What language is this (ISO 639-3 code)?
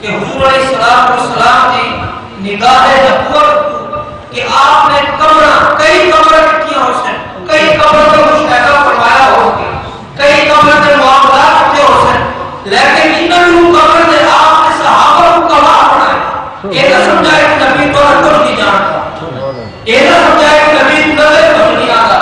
skr